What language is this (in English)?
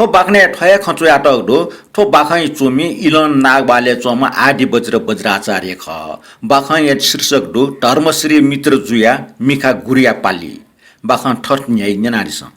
Newari